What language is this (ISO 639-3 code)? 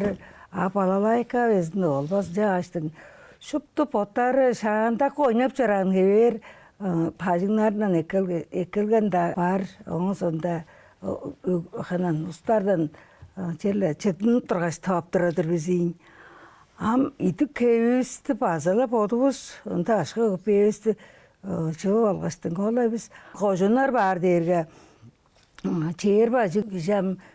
tyv